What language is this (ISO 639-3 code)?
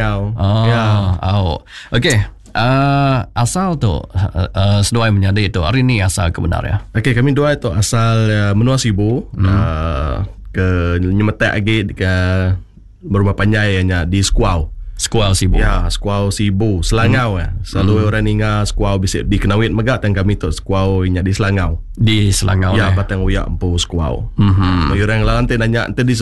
iba